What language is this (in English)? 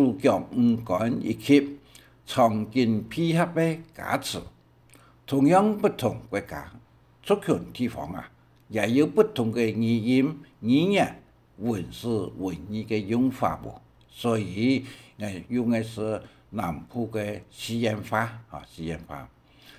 Hakka Chinese